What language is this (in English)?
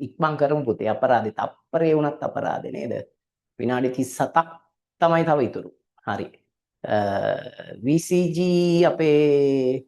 Sinhala